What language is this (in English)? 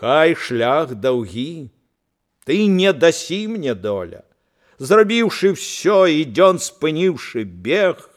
Belarusian